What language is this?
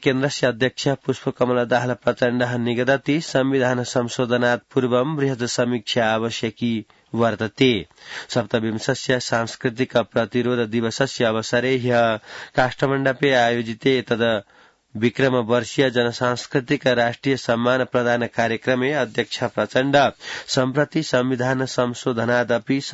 Sanskrit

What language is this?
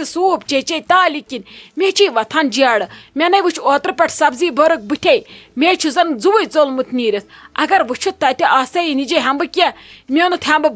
Kashmiri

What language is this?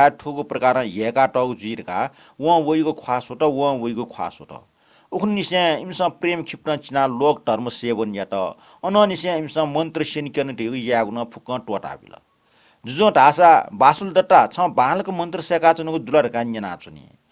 Newari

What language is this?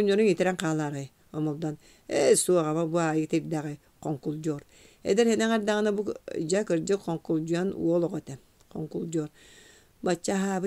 Yakut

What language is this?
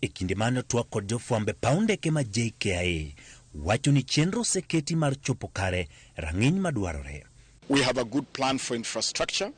Luo (Kenya and Tanzania)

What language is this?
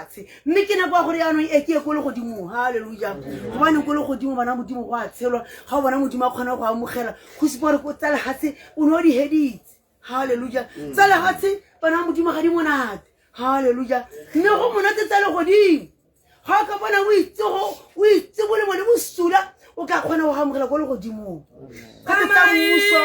Tswana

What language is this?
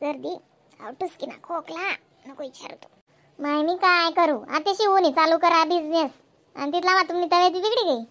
Khandesi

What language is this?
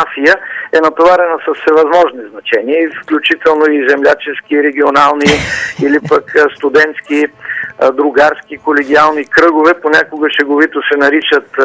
Bulgarian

